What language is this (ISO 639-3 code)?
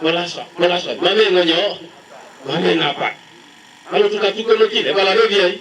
teo